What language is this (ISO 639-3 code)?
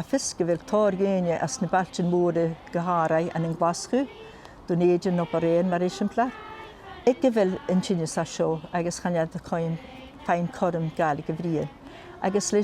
gla